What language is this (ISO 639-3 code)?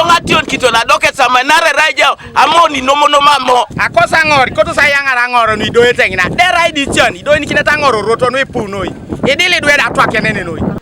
teo